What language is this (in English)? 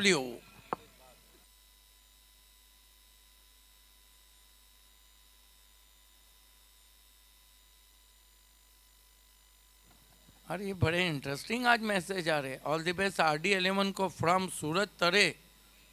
Marathi